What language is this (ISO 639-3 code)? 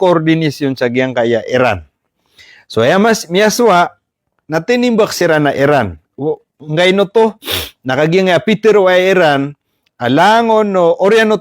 mrw